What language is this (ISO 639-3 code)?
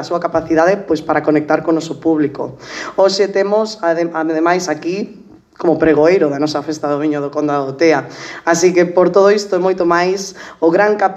glg